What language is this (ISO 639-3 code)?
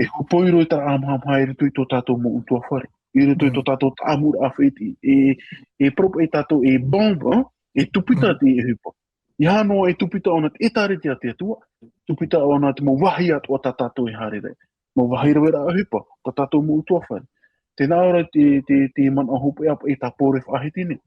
tah